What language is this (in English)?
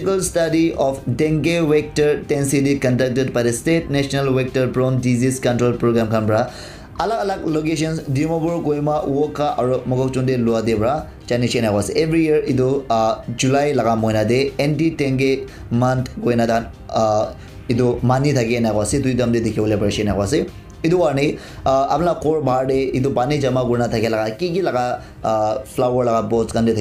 Naga Pidgin